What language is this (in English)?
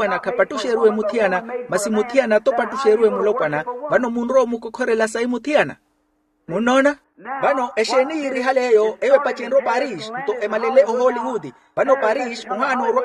Makhuwa